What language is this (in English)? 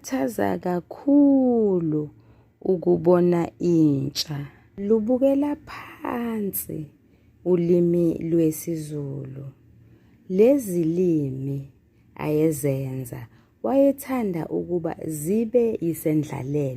Zulu